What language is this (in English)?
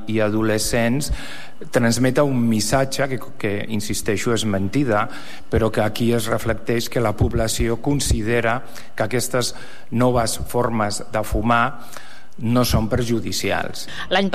Catalan